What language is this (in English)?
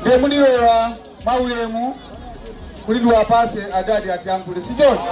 Nyanja